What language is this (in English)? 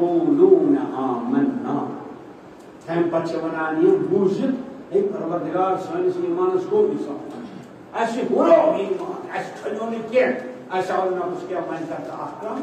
Kashmiri